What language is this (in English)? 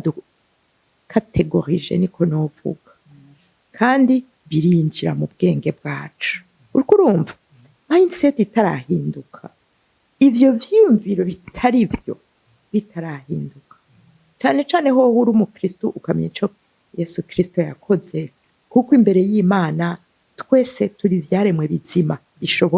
Rundi